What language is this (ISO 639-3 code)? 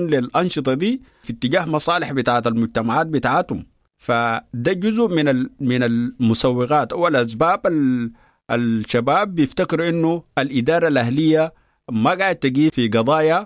apd